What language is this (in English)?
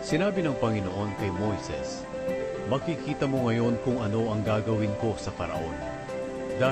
Filipino